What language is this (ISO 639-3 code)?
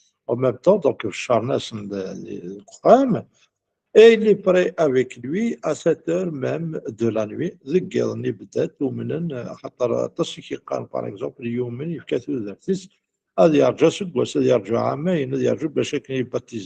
kab